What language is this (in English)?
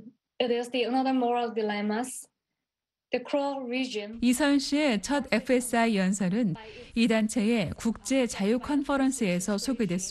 Korean